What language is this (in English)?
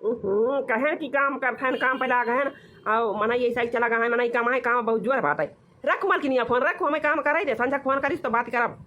Awadhi